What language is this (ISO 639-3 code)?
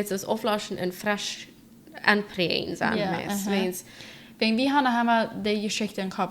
pdt